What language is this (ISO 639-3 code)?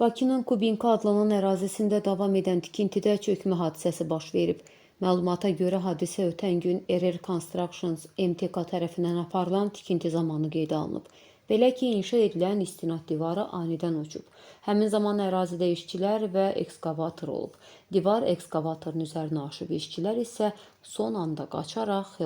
aze